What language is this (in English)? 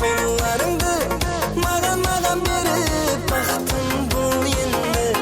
Kara-Kalpak